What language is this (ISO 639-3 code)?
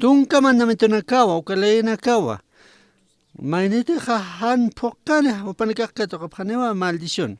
aym